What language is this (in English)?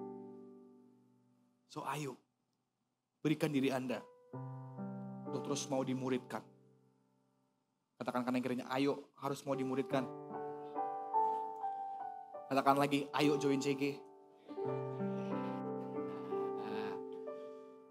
Indonesian